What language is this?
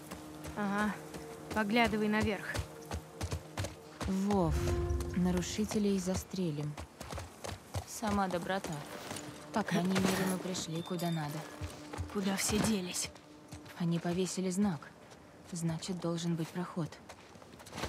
Russian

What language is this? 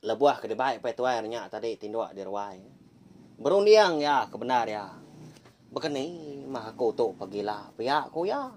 Iban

